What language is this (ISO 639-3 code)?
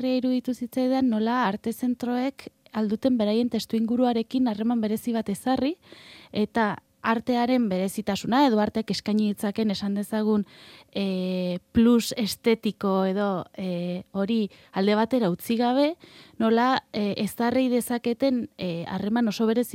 eus